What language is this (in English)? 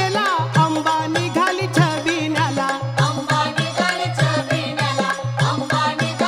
Marathi